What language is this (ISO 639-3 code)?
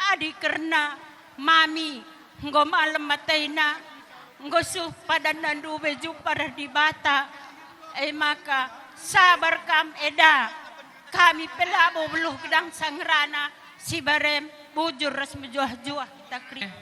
btx